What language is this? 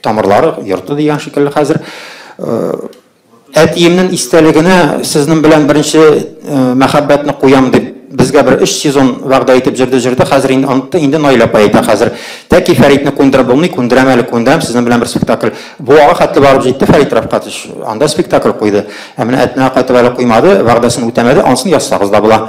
Tatar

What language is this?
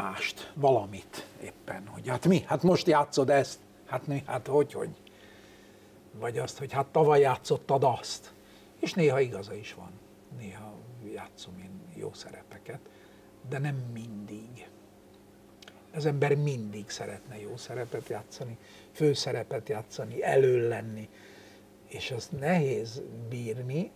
Hungarian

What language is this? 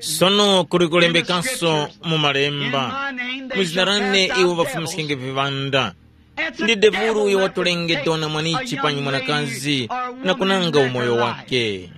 Tumbuka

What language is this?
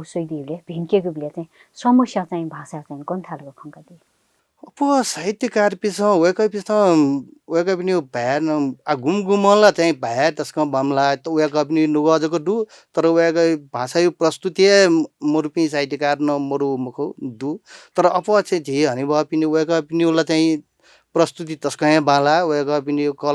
Newari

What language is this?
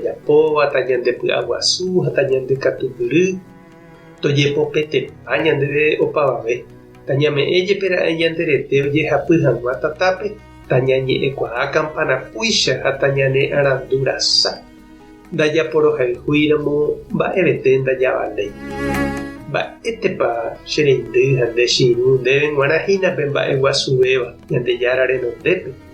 Guarani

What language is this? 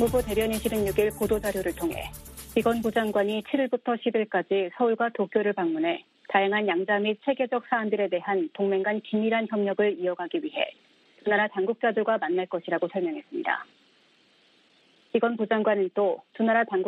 Korean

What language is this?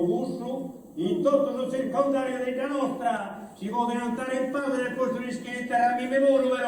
Sardinian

